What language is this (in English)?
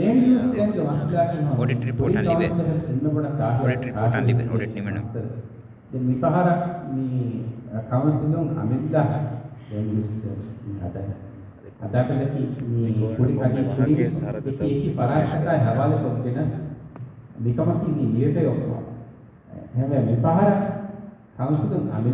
Divehi